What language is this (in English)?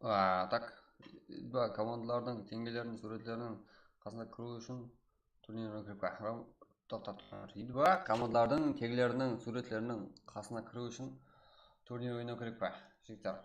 Kara-Kalpak